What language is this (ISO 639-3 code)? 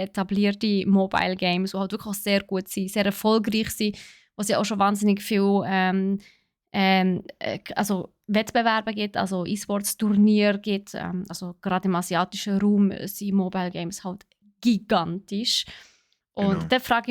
gsw